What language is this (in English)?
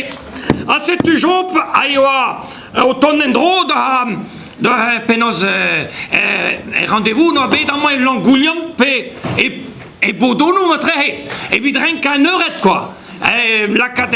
Breton